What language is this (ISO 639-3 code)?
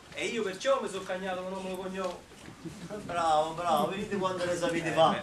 nap